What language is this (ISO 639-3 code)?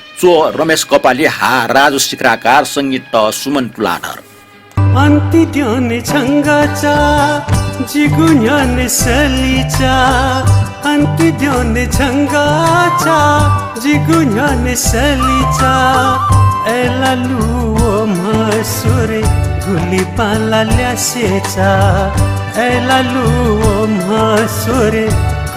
new